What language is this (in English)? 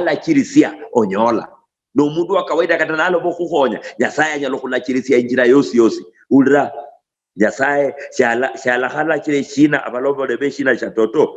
Luyia